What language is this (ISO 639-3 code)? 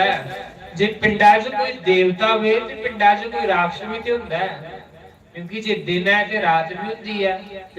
doi